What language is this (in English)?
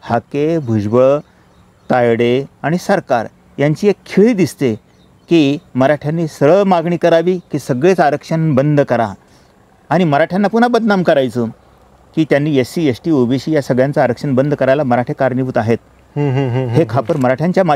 Marathi